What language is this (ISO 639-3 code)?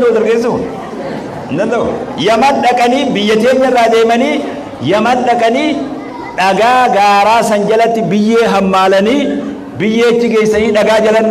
orm